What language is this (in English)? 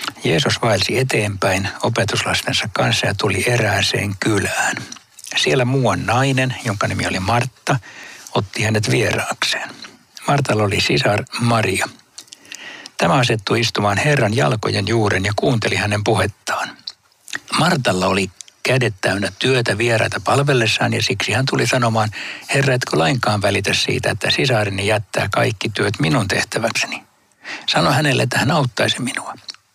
Finnish